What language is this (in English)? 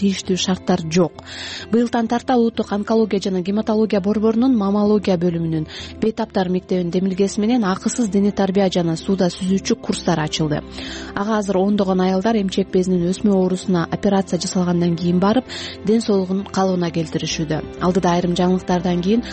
Kyrgyz